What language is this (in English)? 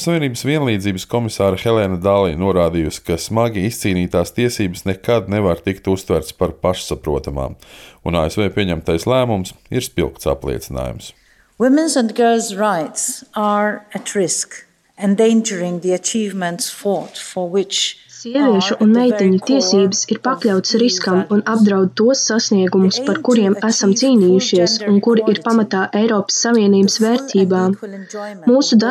Latvian